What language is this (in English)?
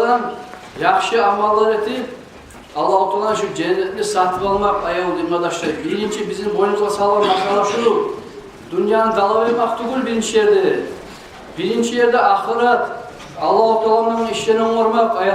Kumyk